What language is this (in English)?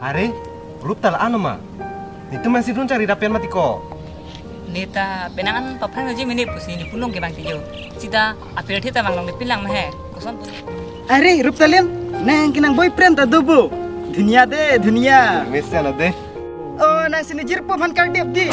Karbi